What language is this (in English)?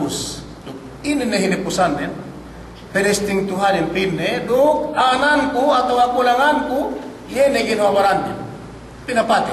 Yakan